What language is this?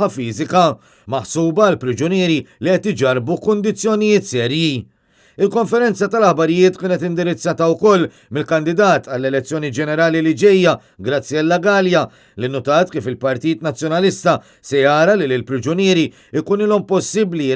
Maltese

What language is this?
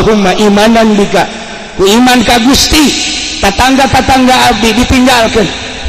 Sundanese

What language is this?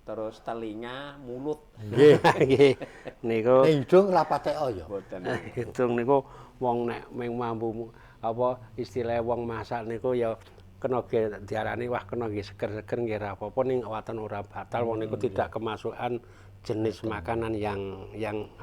Javanese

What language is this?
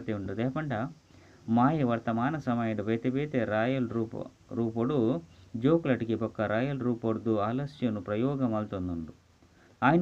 Tulu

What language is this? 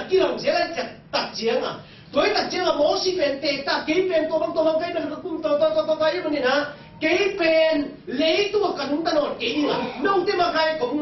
Tedim Chin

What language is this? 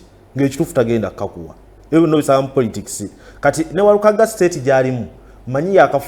Ganda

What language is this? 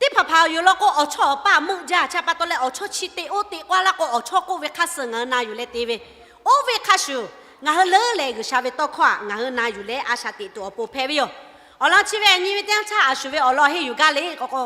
Lahu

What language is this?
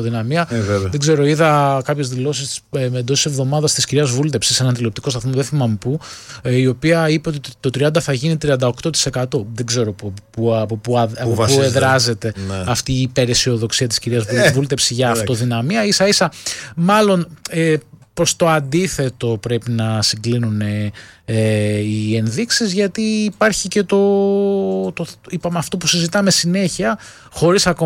Greek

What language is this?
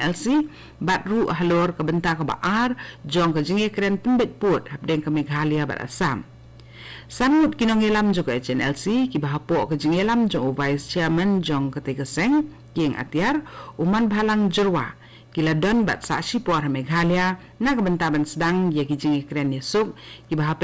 Khasi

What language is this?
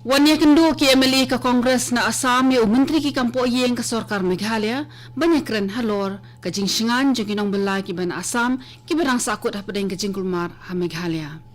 Khasi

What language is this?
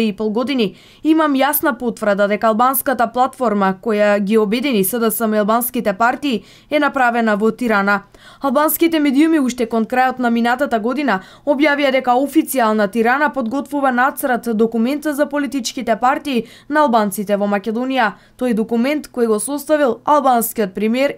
Macedonian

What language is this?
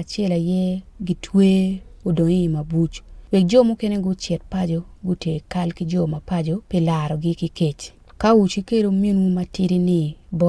Acoli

